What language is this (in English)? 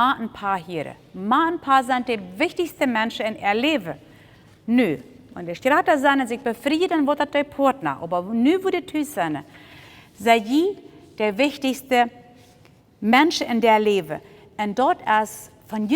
Plautdietsch